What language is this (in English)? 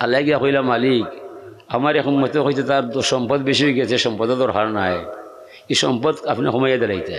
Sylheti